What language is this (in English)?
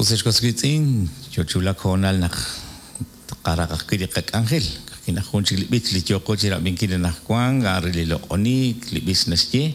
Kekchí